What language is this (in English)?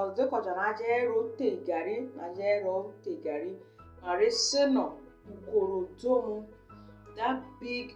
Nigerian Pidgin